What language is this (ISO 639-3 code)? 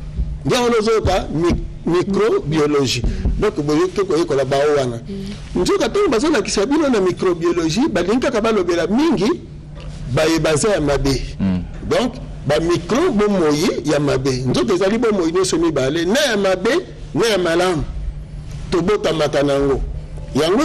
lin